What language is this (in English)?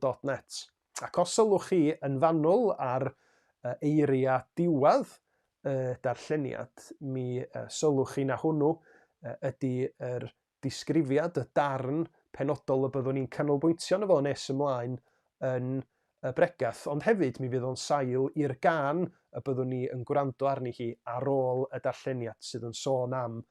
Welsh